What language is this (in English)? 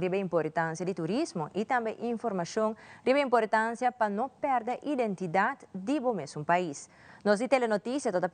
Papiamento